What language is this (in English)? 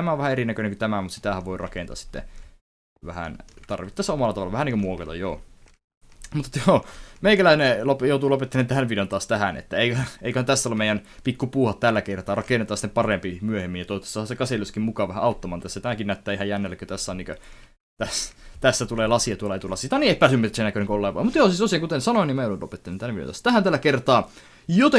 Finnish